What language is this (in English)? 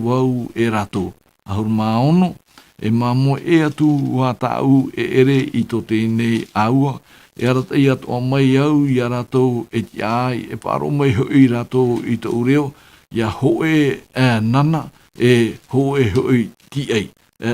Tahitian